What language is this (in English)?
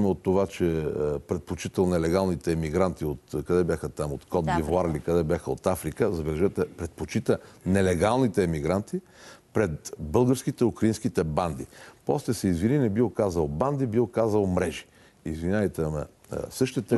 Bulgarian